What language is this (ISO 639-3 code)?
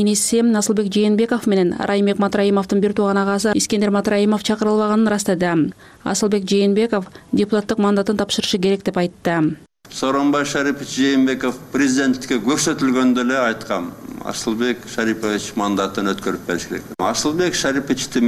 kir